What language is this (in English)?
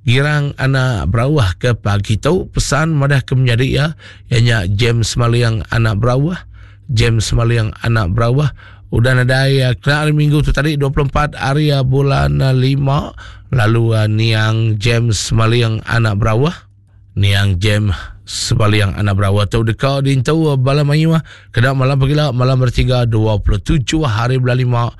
Iban